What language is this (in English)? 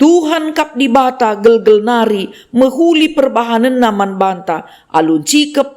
Batak Karo